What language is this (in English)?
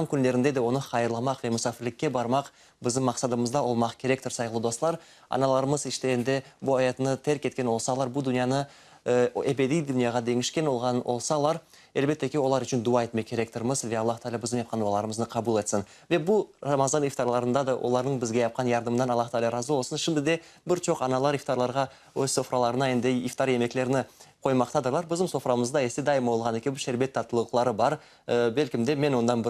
Crimean Tatar